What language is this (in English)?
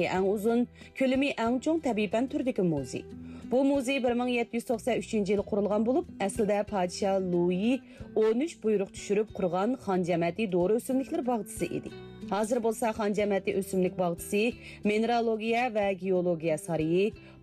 Uyghur